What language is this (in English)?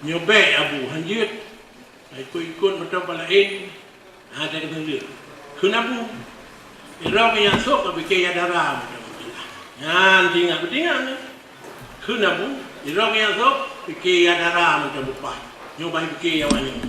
Achinese